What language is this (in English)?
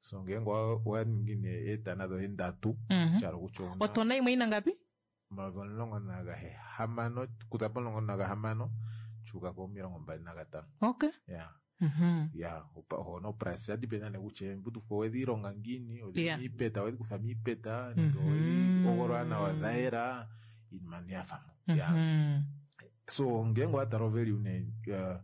Kuanyama